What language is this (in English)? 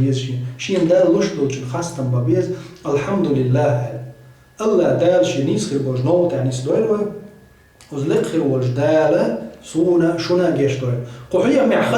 Chechen